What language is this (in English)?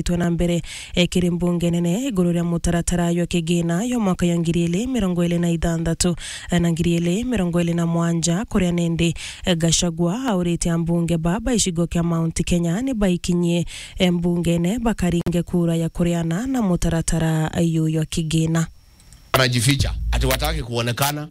Meru